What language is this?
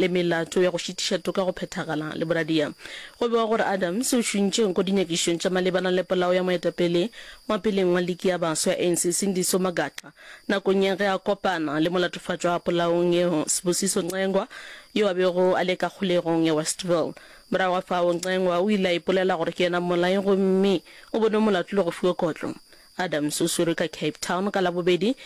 Northern Sotho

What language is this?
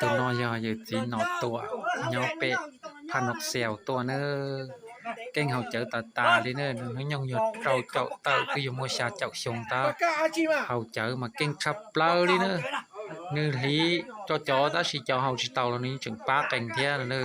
Hmong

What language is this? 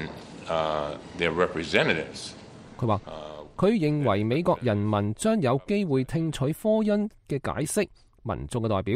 Cantonese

